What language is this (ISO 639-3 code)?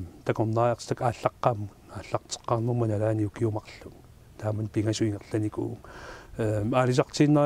kal